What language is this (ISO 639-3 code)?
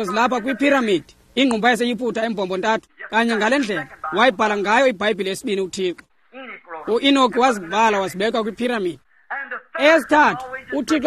xho